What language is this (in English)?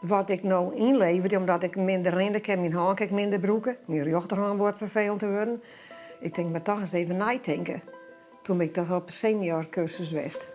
Western Frisian